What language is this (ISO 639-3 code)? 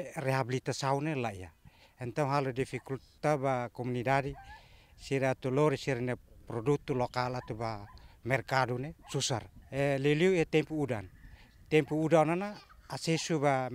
tet